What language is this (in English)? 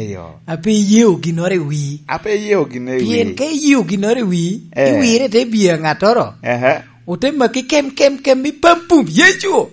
Lango (Uganda)